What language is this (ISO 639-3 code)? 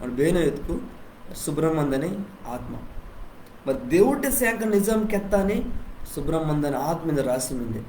kff